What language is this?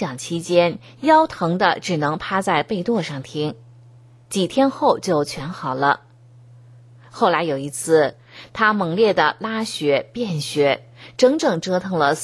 Chinese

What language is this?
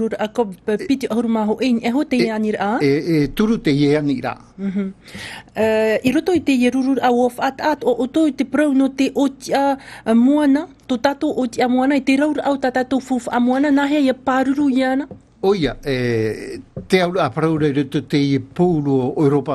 Tahitian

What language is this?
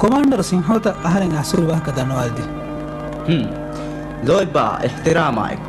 Divehi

